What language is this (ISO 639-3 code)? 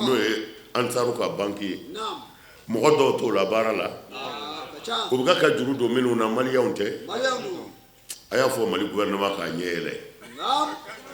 bam